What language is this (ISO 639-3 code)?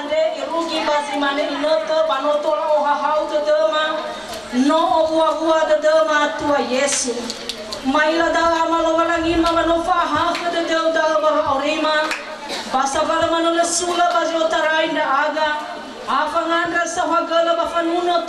nia